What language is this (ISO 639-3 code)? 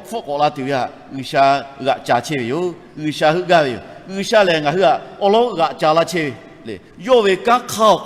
lhu